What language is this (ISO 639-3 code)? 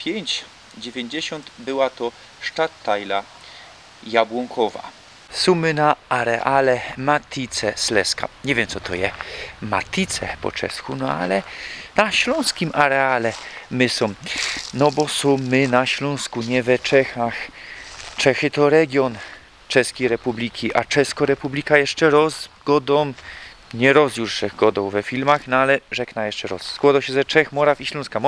szl